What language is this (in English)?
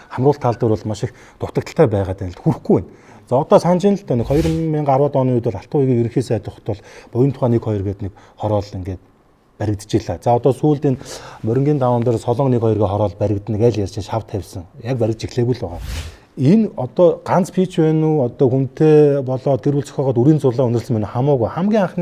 Mongolian